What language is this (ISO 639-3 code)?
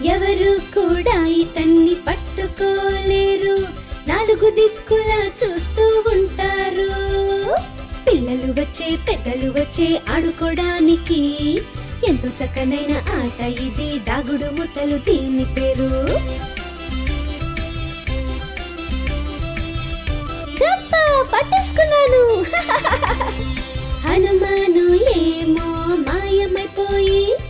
tel